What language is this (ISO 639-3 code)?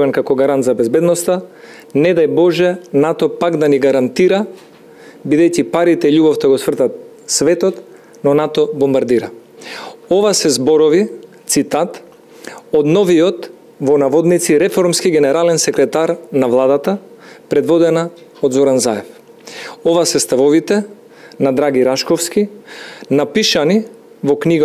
mkd